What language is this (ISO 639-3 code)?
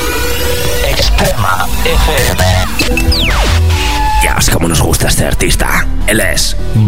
spa